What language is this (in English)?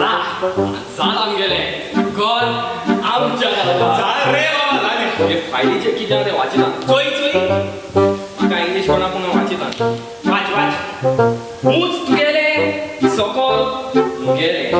Konkani